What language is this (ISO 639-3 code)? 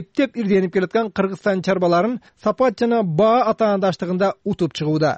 kir